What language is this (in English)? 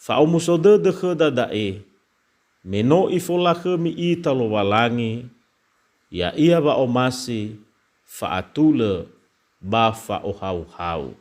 Nias